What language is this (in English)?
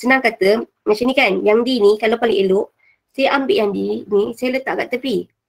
Malay